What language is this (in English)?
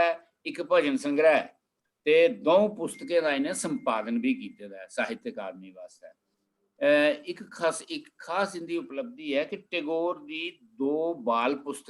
Dogri